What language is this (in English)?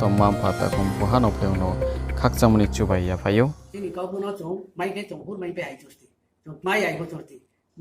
Riang (India)